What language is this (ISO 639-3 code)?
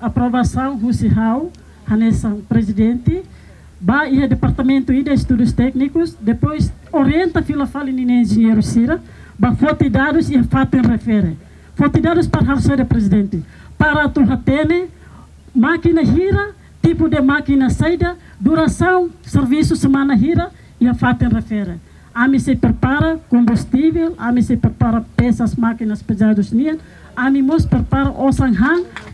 tet